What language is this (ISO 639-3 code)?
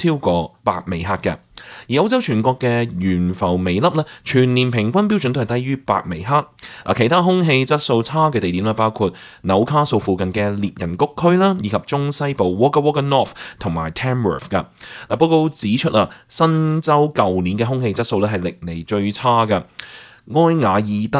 yue